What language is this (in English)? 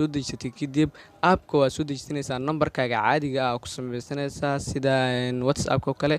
Somali